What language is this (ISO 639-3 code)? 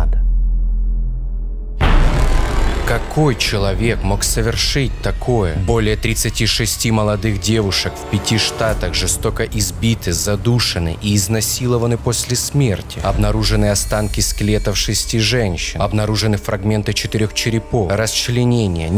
rus